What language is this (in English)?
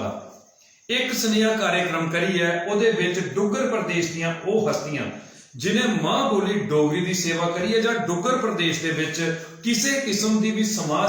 Dogri